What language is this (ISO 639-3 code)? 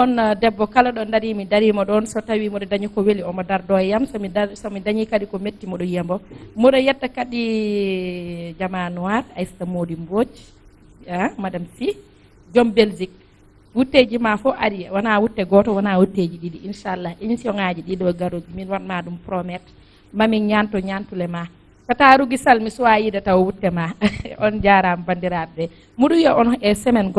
ful